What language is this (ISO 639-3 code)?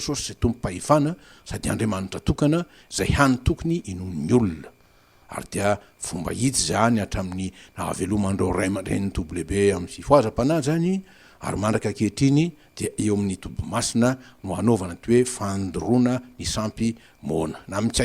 mlg